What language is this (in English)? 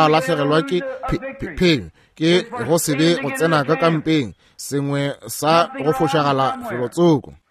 Northern Sotho